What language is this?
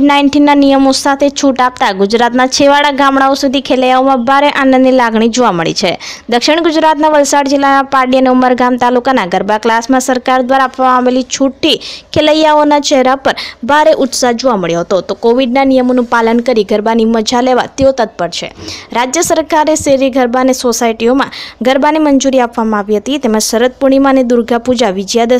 Gujarati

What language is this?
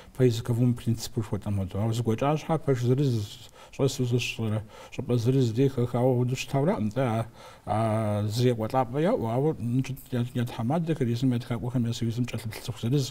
Kabardian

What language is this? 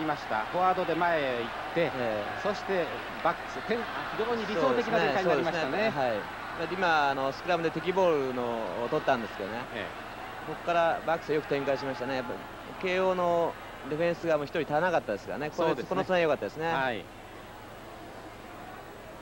Japanese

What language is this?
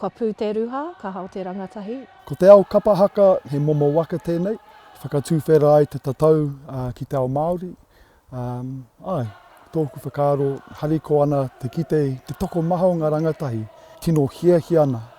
Māori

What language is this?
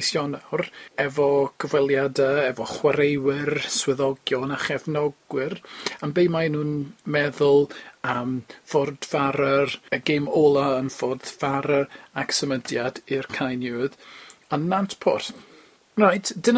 Welsh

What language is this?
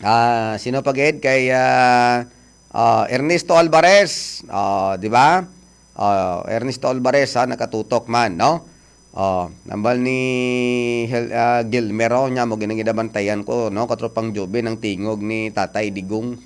Hiligaynon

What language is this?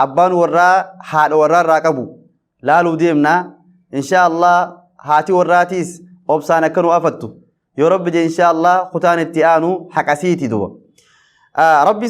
Oromo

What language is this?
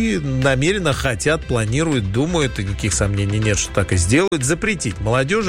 Russian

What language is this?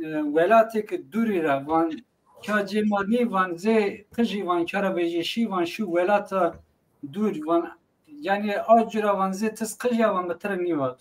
Zaza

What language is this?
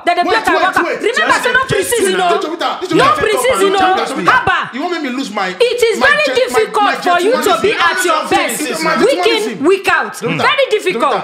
Nigerian Pidgin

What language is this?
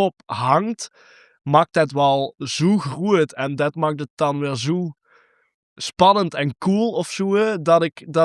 Limburgish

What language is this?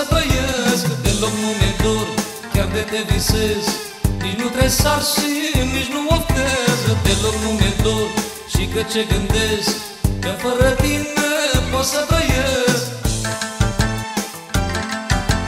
Romanian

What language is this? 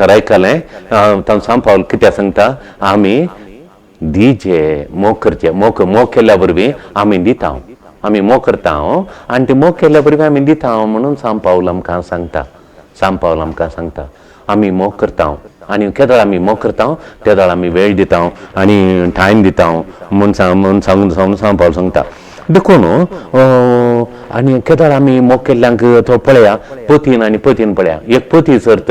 Konkani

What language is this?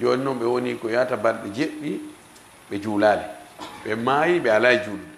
Fula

